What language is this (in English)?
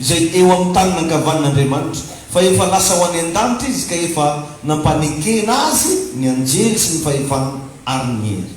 Malagasy